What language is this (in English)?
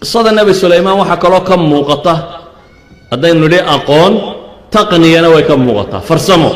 Somali